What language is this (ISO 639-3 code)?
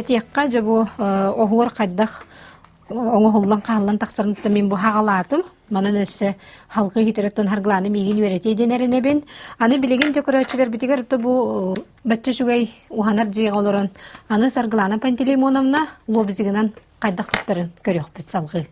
sah